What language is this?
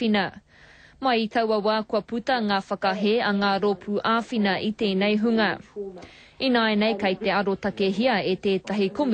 Māori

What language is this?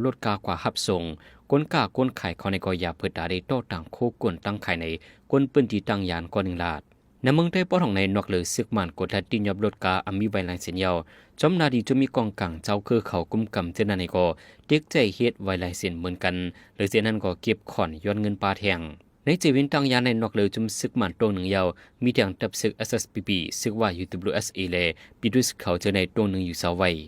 Shan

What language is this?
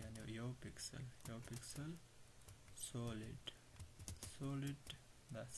Pashto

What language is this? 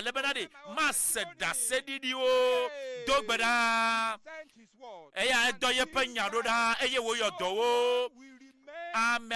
Ewe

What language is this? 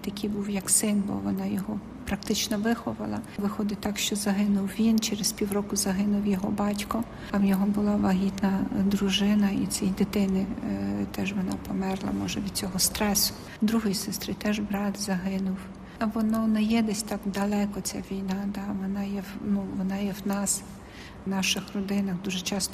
Ukrainian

